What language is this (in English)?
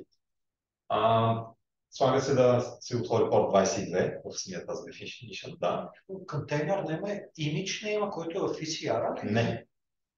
Bulgarian